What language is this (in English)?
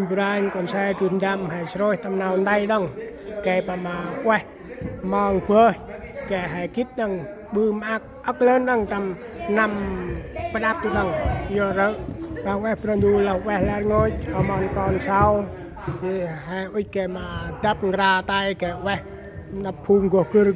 Central Mnong